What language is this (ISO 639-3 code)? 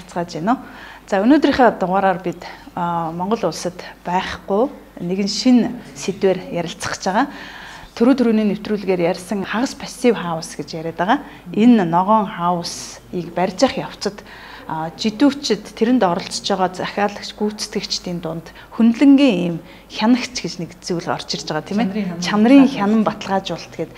mon